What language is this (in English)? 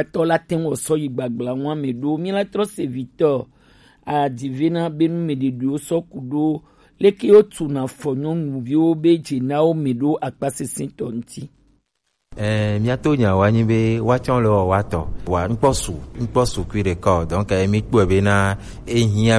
Gen